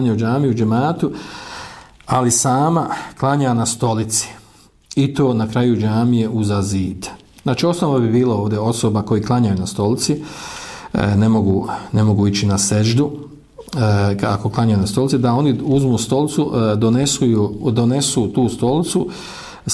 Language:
Bosnian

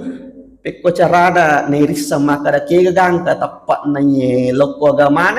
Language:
Buginese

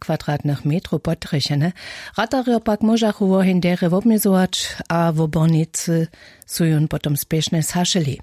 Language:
Upper Sorbian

